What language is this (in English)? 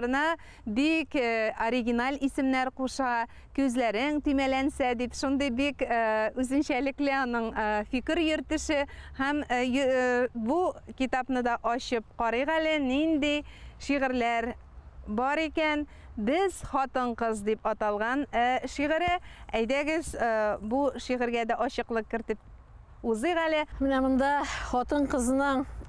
Tatar